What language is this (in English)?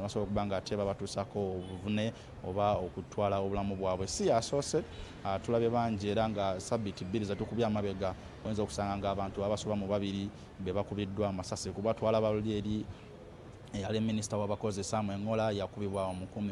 Ganda